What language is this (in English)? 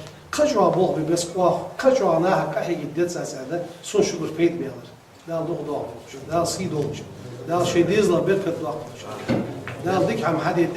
Ingush